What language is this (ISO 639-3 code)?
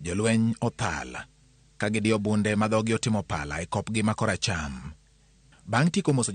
luo